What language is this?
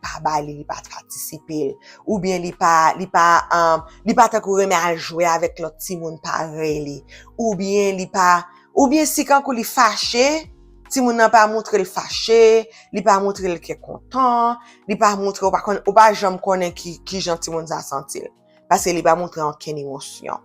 Haitian Creole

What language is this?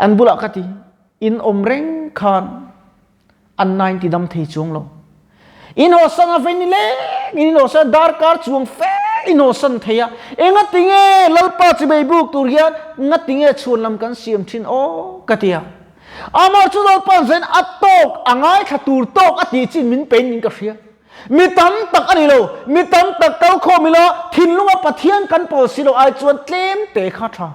Mizo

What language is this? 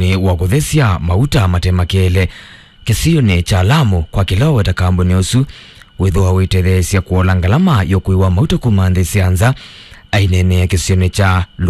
Kamba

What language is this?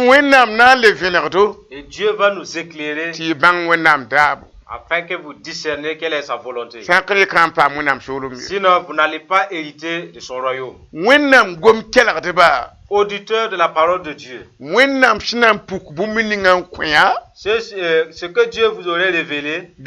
Mossi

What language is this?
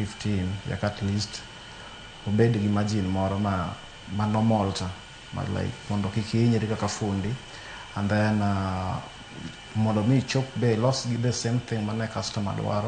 Luo (Kenya and Tanzania)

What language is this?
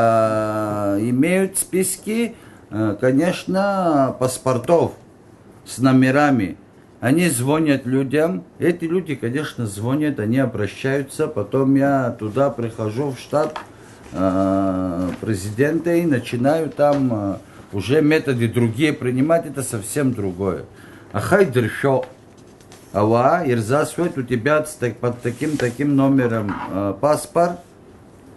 Abkhazian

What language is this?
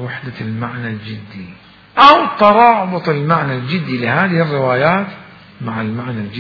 Mesopotamian Arabic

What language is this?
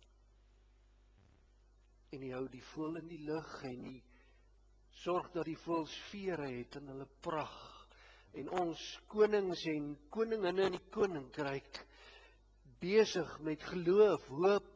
Afrikaans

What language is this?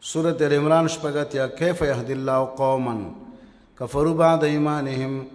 Pashto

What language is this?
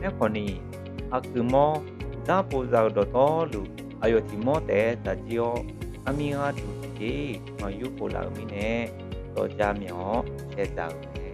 Akha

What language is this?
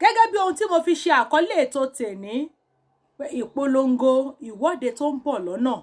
Yoruba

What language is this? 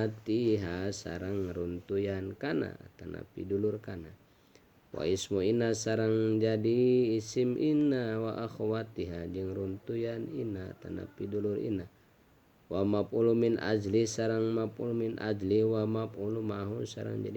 Sundanese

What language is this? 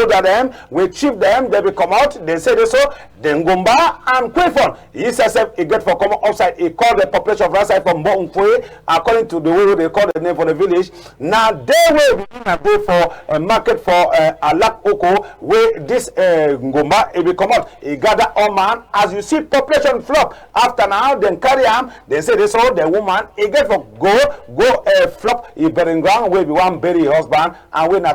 Cameroon Pidgin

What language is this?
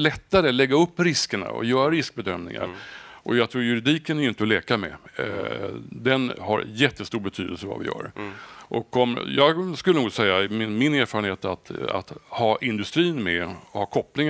Swedish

